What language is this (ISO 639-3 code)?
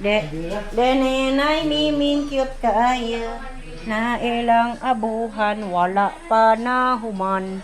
ceb